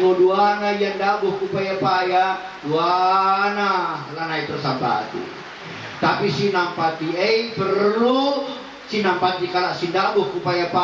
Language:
Batak Karo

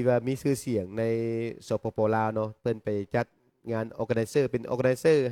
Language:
Lao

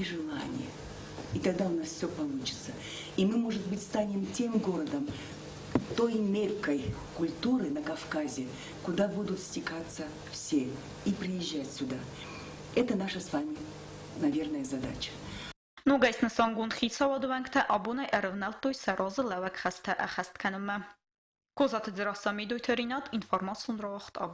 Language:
Ossetic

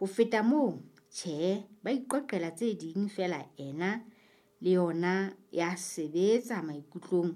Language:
Southern Sotho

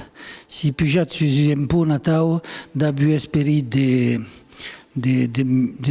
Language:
Occitan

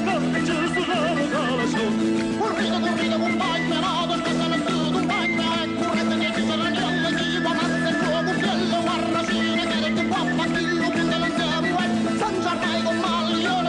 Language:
Neapolitan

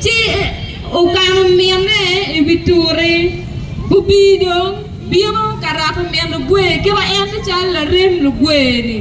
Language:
Acoli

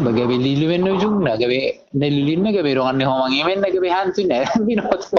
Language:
Batak Toba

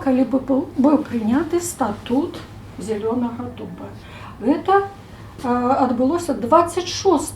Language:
Belarusian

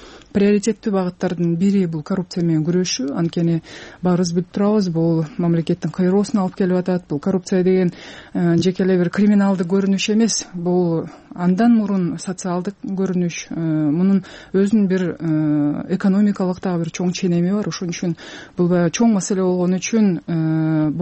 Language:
Kyrgyz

